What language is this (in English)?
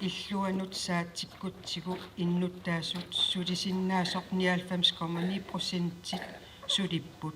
Kalaallisut